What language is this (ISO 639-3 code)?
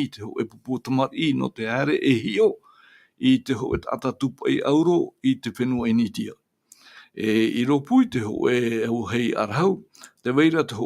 tah